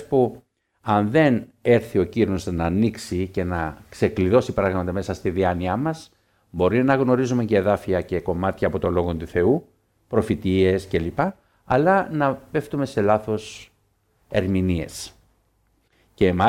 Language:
Greek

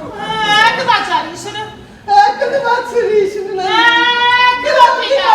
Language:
Neapolitan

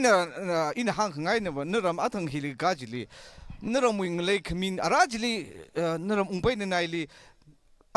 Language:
Tangkhul Naga (India)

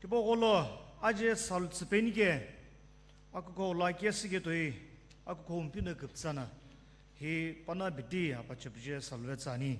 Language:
Sumi Naga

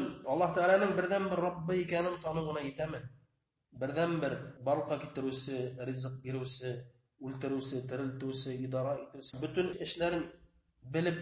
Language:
Bashkir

